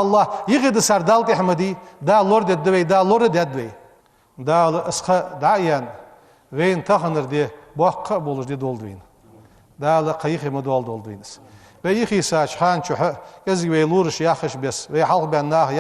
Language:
Ingush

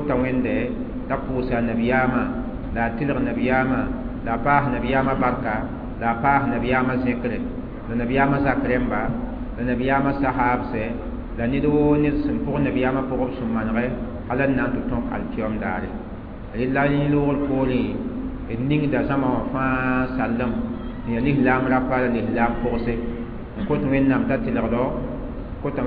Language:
Mossi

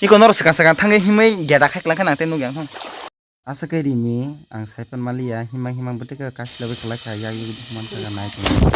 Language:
Kok Borok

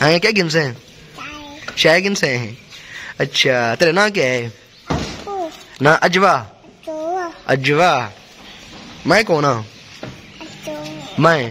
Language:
Saraiki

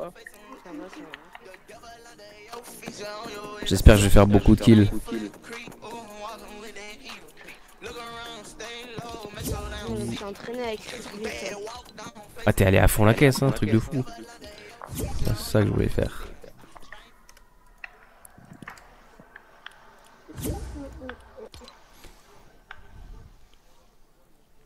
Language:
French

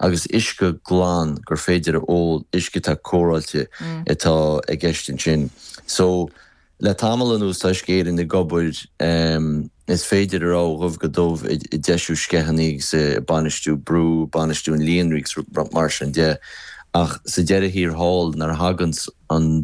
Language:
Irish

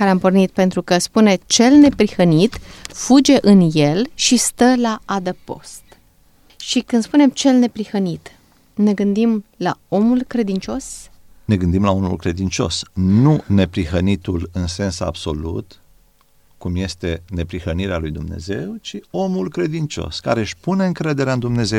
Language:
Romanian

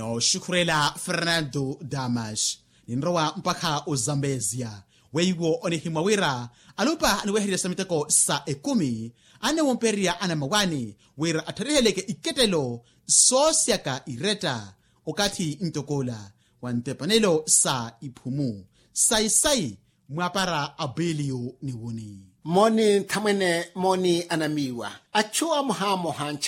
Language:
Makhuwa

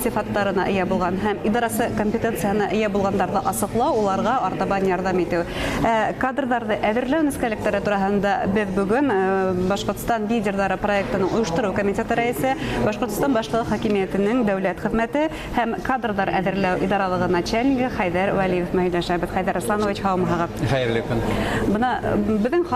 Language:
Bashkir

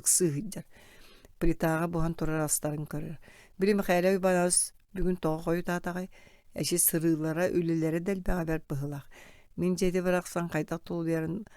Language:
Yakut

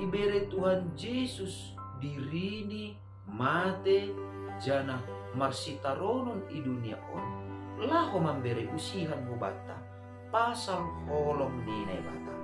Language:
Batak Simalungun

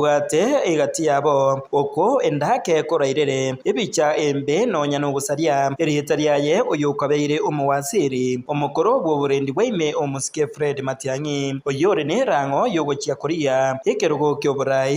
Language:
Gusii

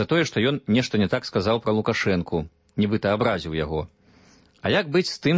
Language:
Belarusian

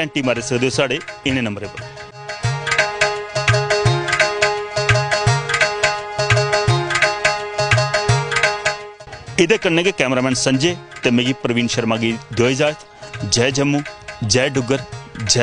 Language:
Dogri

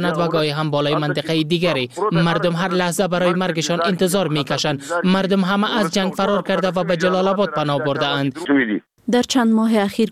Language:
Persian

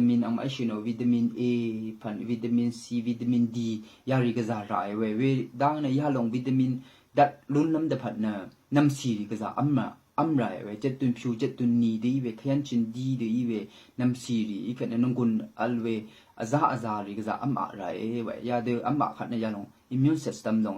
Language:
Rawang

